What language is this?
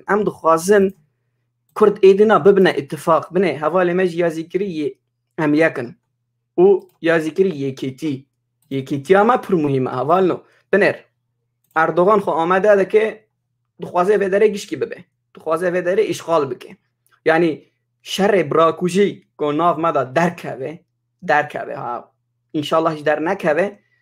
Kurdish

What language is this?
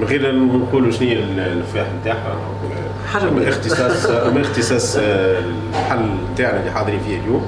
Tunisian Arabic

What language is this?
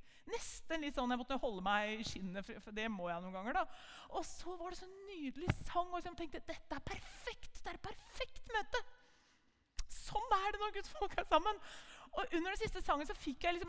Norwegian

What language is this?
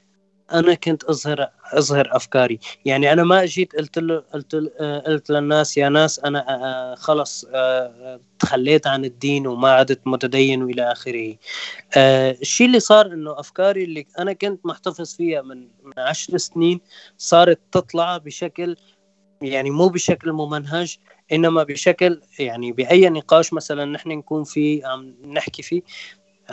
North Levantine Arabic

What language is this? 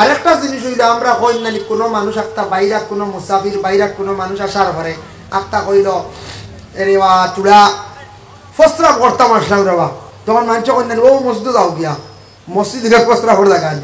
Sylheti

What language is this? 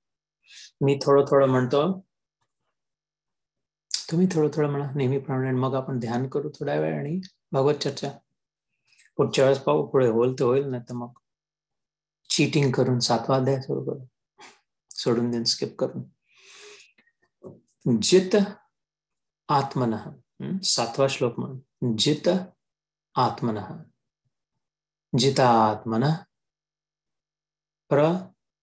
Marathi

